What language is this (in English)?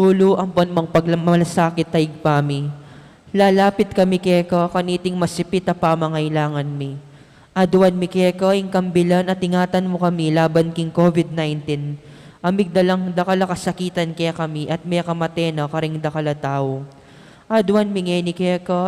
Pampanga